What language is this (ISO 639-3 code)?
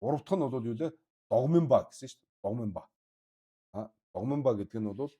mon